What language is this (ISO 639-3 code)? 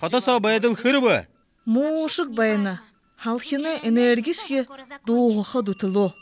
bua